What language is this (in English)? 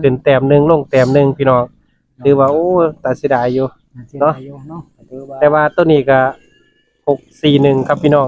Northeastern Thai